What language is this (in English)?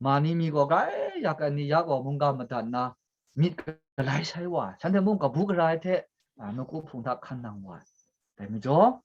Kachin